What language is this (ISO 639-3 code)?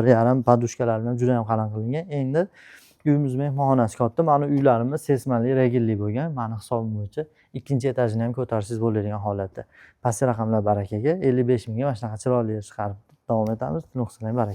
uzb